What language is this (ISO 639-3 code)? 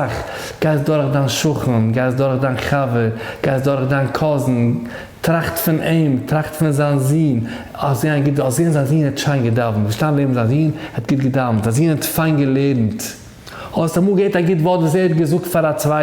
yid